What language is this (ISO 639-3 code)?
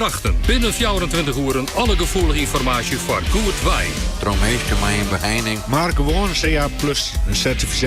fry